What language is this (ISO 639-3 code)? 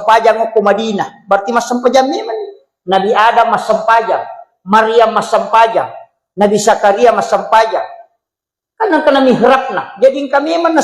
bug